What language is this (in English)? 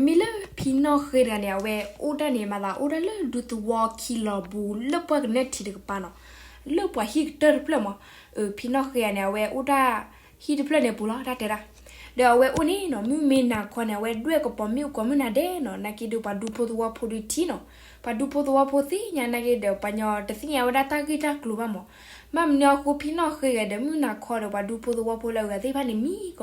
S'gaw Karen